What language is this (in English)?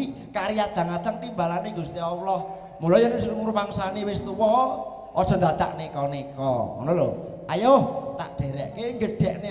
Javanese